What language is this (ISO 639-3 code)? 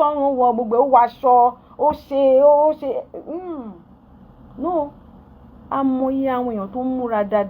yor